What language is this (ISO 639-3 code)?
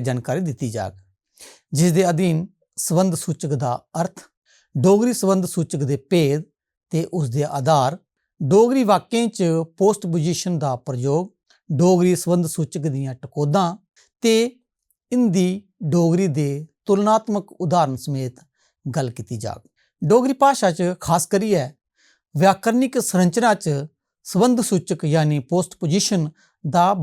doi